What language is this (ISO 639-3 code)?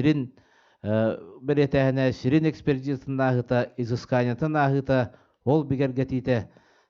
sah